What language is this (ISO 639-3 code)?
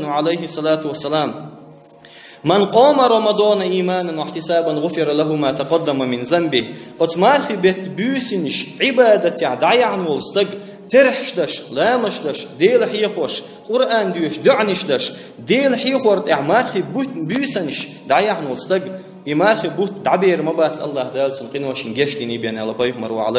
che